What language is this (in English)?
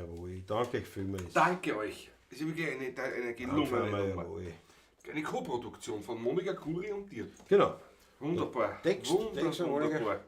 Bavarian